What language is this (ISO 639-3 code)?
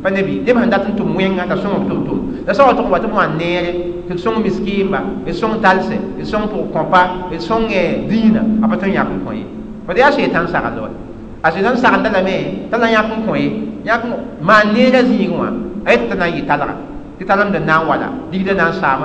mos